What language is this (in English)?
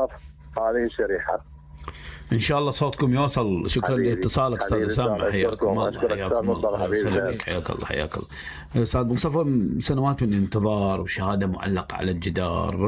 Mesopotamian Arabic